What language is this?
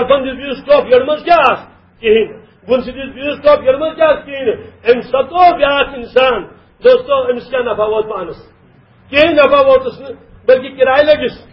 Kashmiri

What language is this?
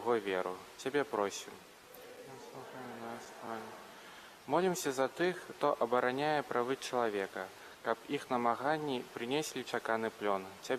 Belarusian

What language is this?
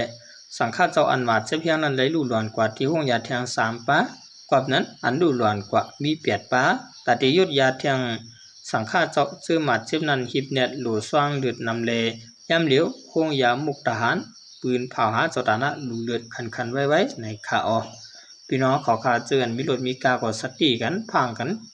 Shan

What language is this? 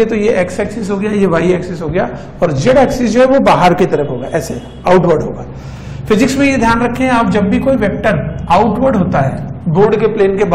Hindi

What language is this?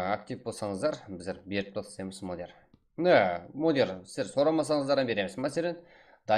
Kara-Kalpak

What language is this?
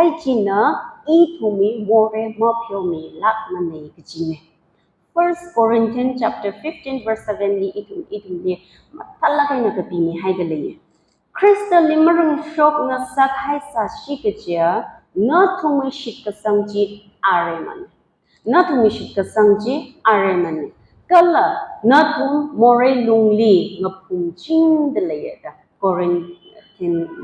Tangkhul Naga (India)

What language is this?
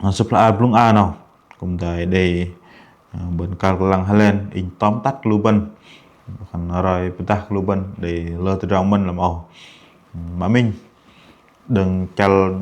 Bahnar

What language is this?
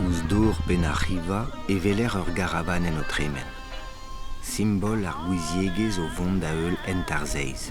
Breton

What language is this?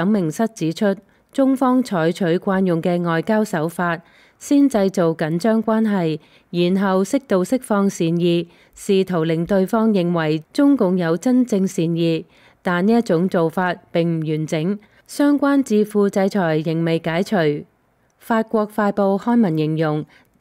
Cantonese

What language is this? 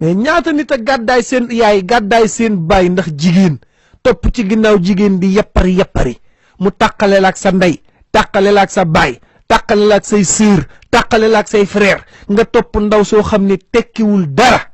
Wolof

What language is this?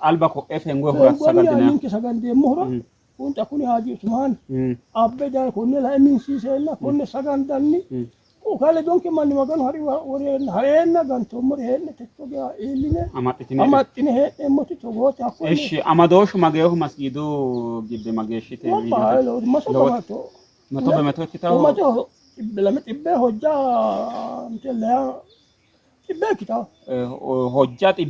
Sidamo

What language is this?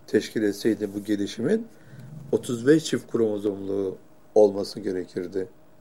Turkish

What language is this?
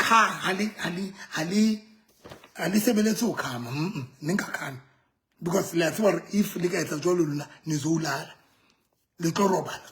Southern Sotho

